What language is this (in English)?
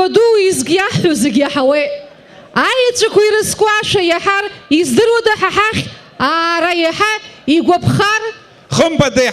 Abkhazian